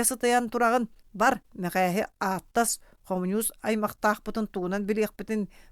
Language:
Yakut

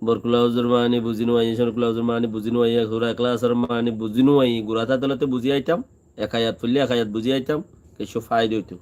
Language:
Rohingya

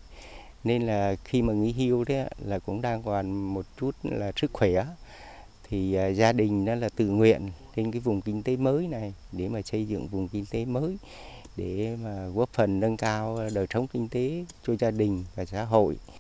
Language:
Vietnamese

